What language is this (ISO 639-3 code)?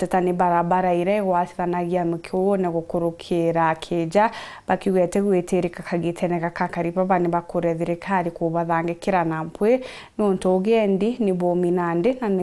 mer